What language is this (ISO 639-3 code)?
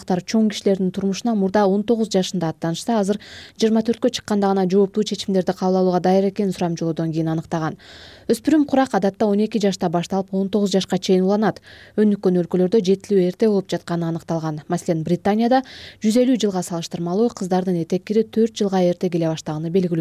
kir